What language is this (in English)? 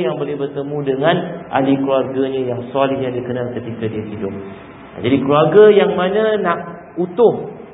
Malay